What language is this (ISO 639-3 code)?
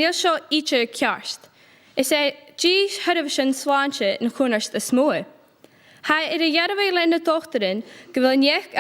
gla